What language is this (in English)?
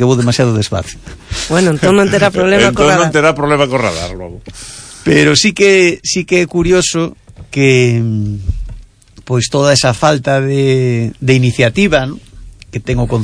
Galician